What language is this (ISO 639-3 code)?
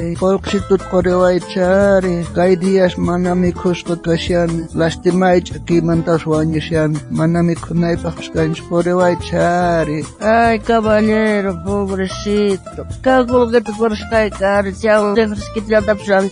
quh